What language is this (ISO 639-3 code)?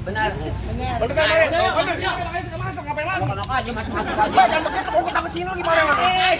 bew